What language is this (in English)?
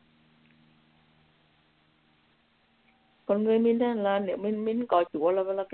Vietnamese